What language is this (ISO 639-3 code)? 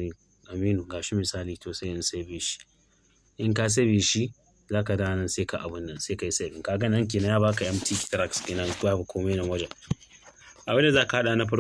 hau